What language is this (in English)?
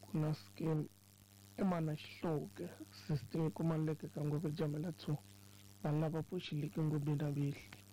Tsonga